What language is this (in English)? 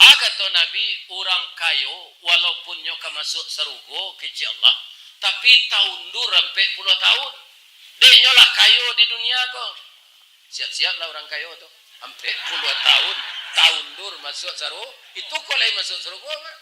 Minangkabau